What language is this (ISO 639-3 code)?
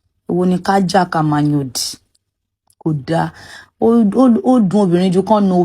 yor